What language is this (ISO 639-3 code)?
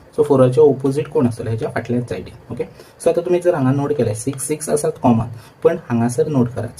kok